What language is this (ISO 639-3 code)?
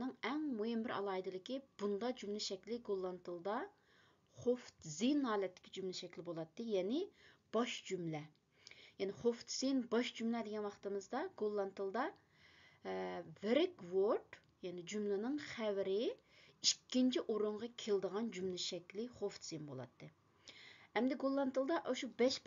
uig